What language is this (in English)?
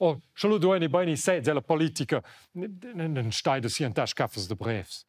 Romansh